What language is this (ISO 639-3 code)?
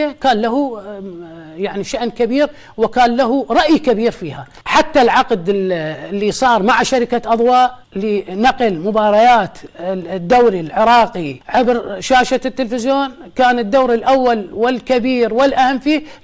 acm